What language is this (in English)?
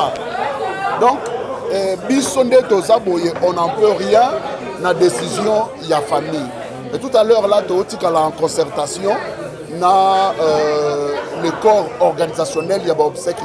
Lingala